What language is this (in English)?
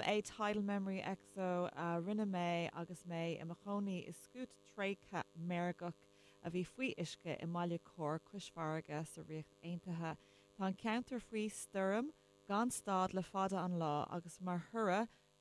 Irish